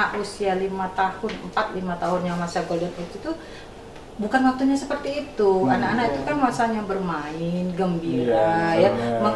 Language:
Indonesian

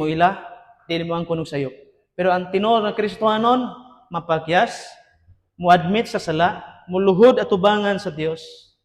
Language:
Cebuano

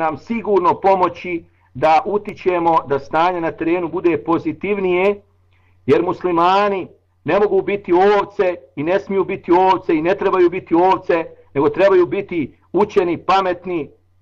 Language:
Bosnian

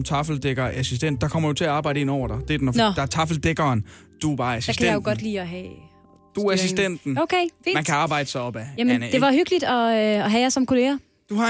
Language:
Danish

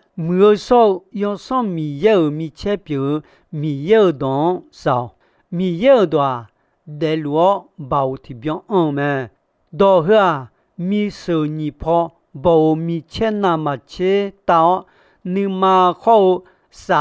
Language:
Akha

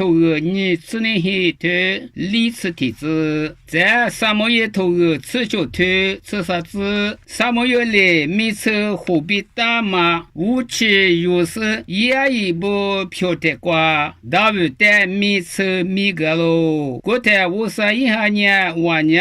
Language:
Lisu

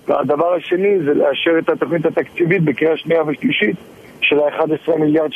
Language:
Hebrew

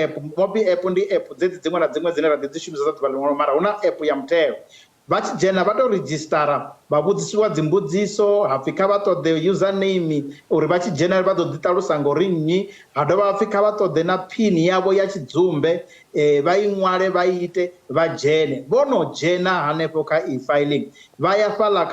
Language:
Venda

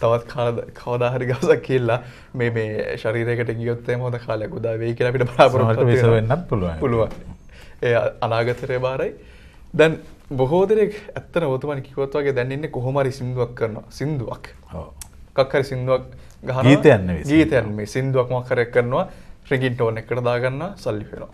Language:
Sinhala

